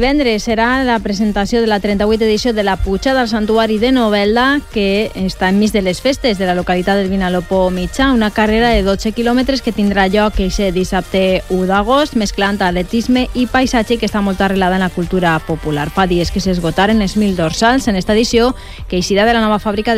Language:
Catalan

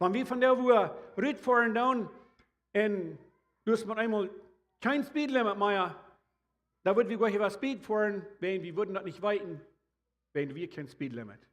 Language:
Plautdietsch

